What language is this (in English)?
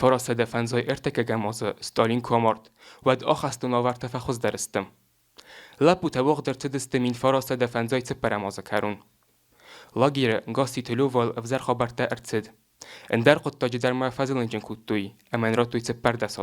Ossetic